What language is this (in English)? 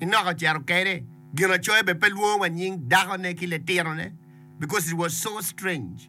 Acoli